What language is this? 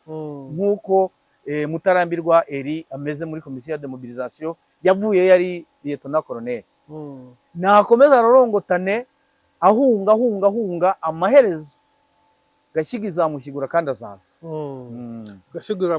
Kinyarwanda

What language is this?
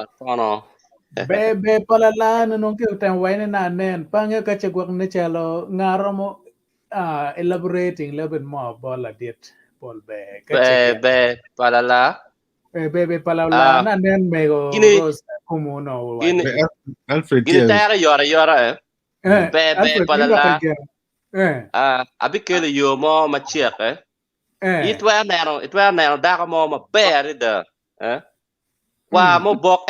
Acoli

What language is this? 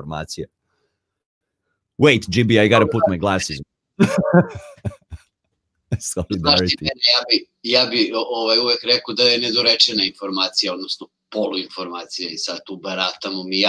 Serbian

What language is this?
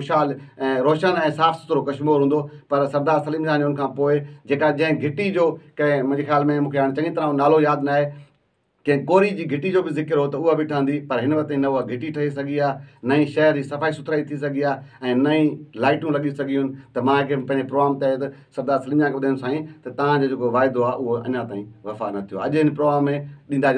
Sindhi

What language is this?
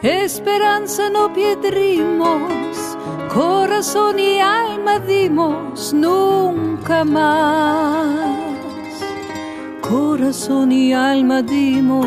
Ladino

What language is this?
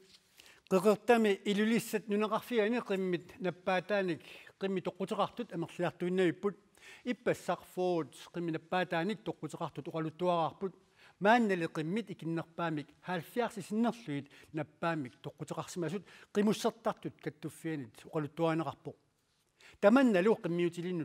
Kalaallisut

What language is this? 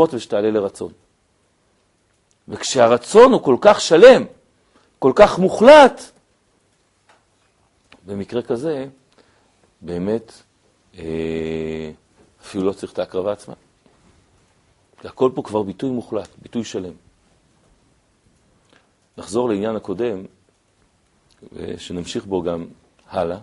Hebrew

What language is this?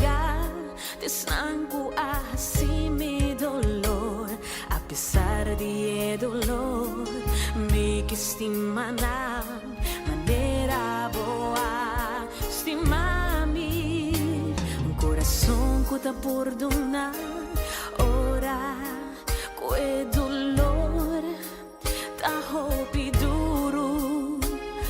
Papiamento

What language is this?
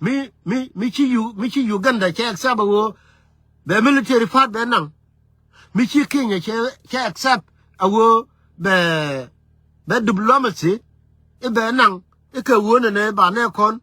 Nuer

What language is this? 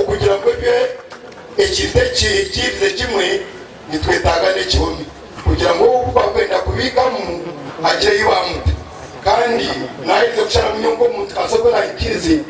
Nyankole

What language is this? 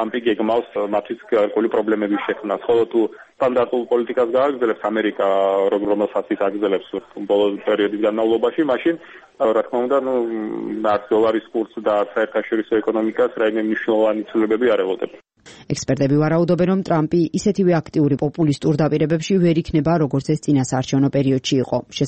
Georgian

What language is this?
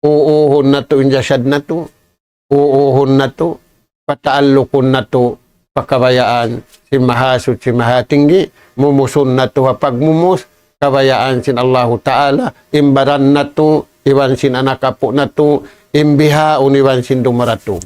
Tausug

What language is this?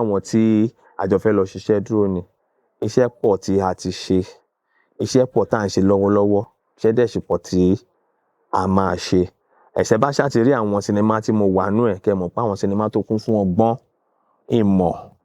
Yoruba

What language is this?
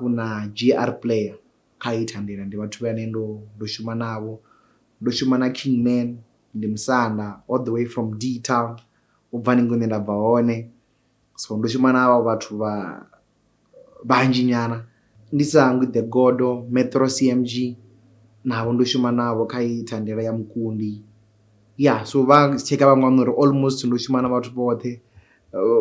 Venda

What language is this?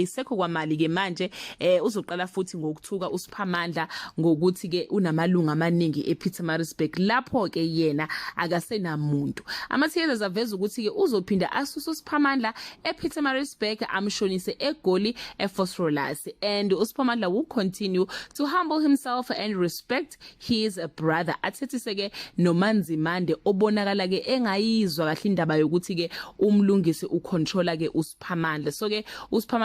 Zulu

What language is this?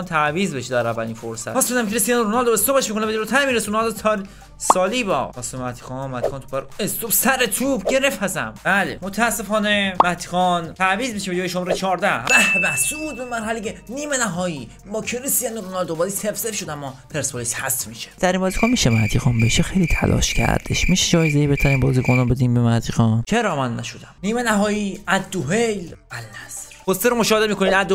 Persian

